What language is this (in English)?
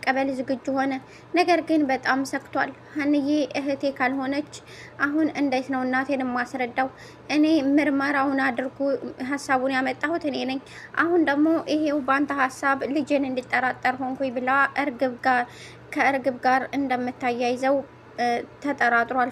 Amharic